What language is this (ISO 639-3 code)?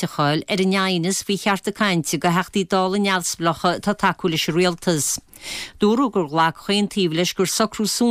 gle